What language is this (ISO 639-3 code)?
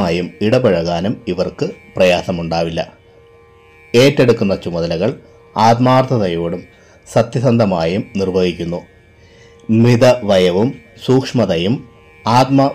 mal